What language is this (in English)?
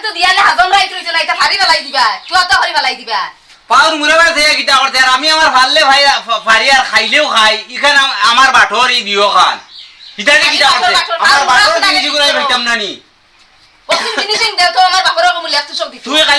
Sylheti